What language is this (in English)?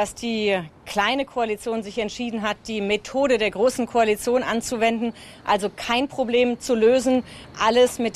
Luxembourgish